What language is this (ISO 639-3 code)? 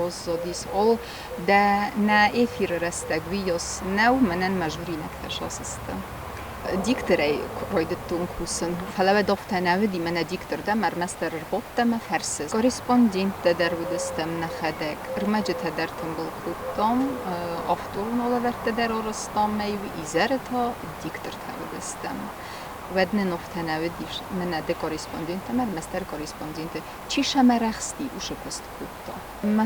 oss